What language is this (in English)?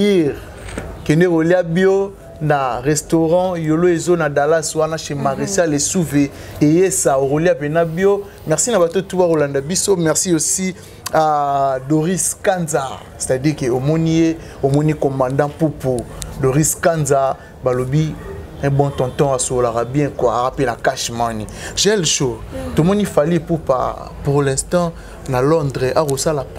Lingala